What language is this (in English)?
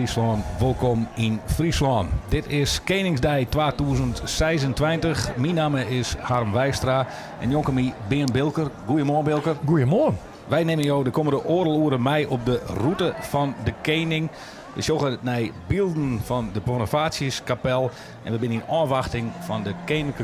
Western Frisian